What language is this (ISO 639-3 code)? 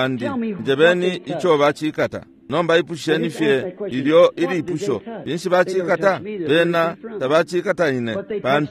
bem